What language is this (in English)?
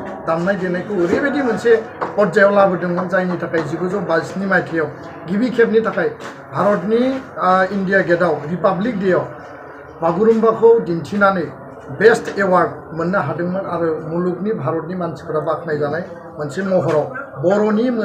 Bodo